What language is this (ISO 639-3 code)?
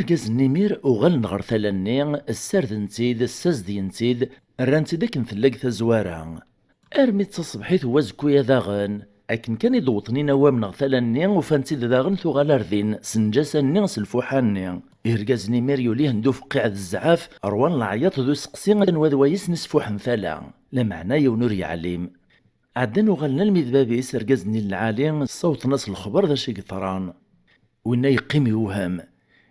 kab